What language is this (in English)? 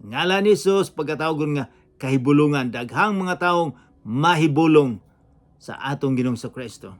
Cebuano